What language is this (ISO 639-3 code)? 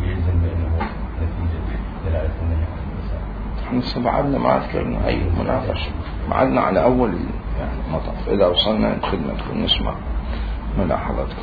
acm